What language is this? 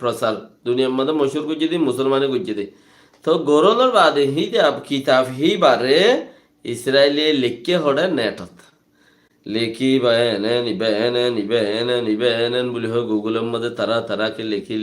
Rohingya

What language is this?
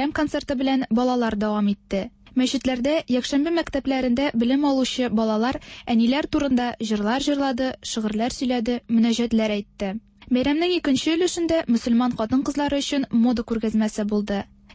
Tatar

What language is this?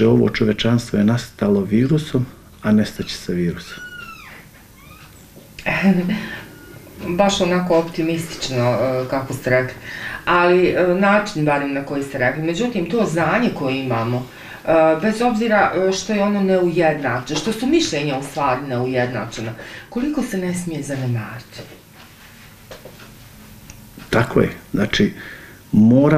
Bosnian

